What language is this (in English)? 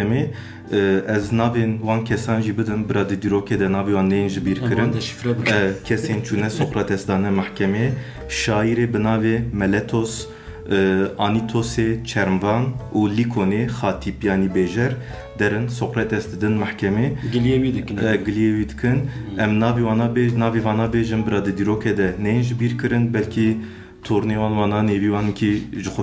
Kurdish